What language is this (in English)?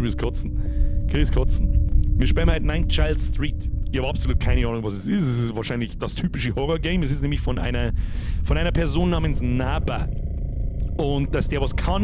Bavarian